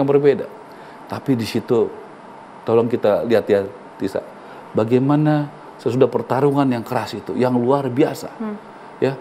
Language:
Indonesian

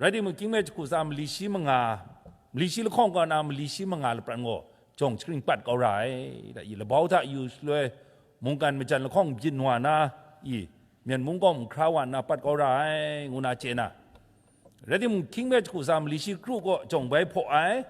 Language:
Kachin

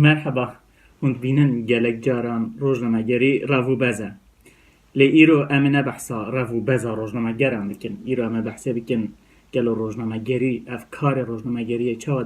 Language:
Kurdish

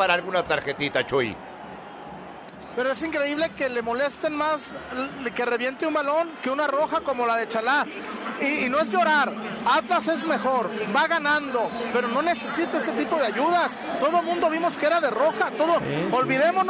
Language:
Spanish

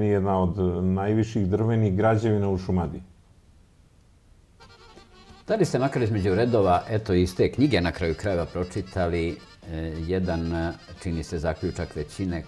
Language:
Serbian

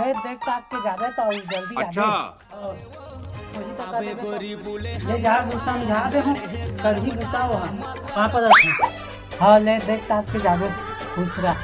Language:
Chhattisgarhi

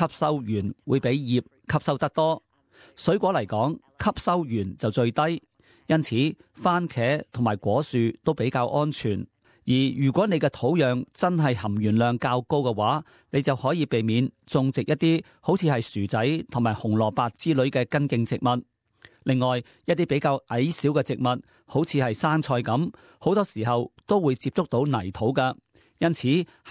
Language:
Cantonese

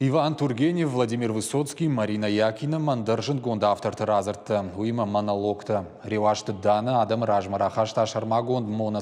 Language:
Ossetic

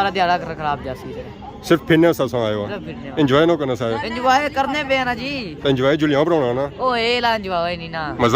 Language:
Pahari-Potwari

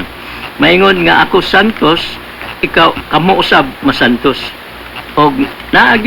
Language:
Cebuano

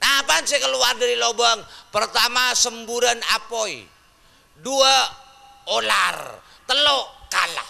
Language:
Madurese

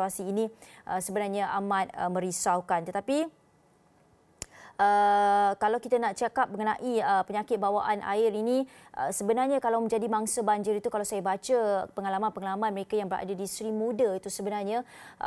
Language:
Malay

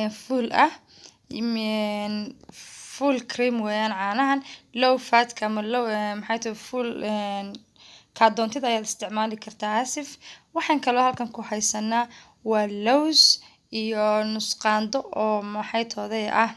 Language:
Somali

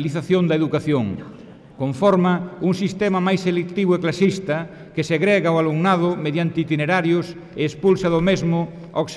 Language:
Galician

